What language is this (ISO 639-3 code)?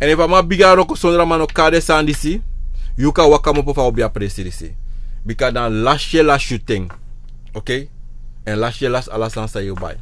srn